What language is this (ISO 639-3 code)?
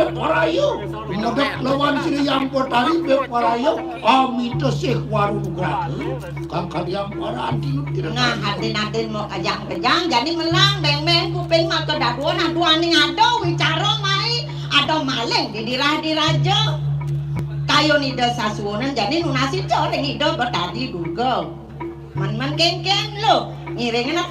ban